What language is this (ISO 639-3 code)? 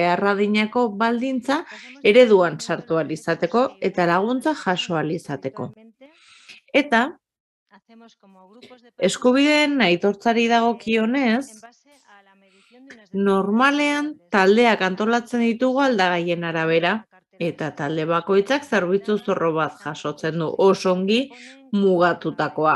eus